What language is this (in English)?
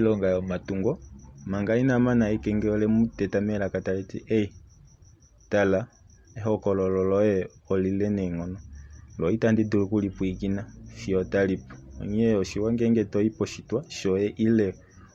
Kuanyama